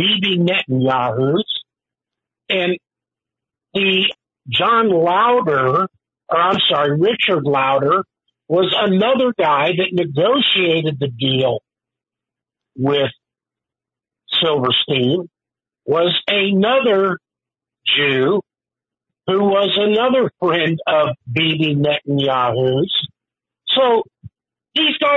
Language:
English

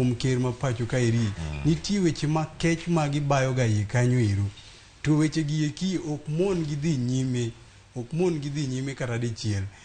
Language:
Luo (Kenya and Tanzania)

